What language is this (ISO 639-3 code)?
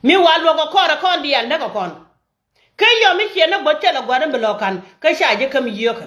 nus